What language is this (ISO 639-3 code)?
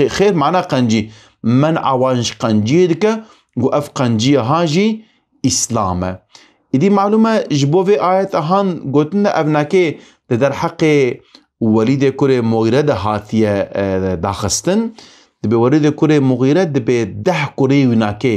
kur